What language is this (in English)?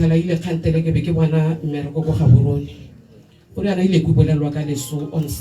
Tswana